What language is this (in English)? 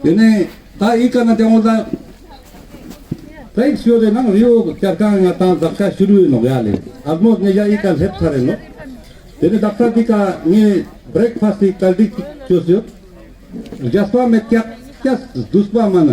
Ladakhi